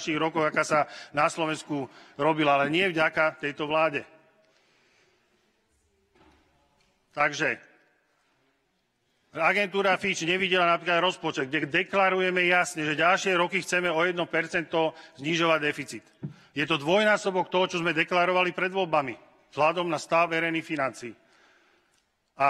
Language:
Slovak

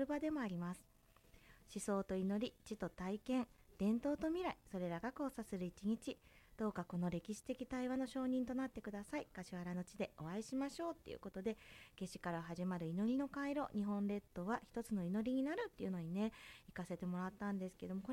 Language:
Japanese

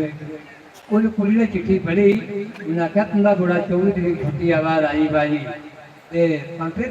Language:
Dogri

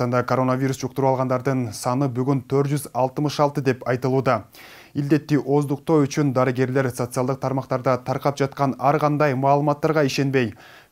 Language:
Kyrgyz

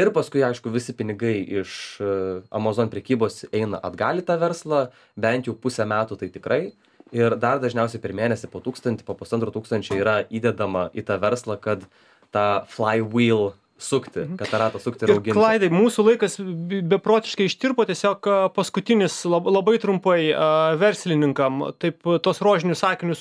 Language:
Lithuanian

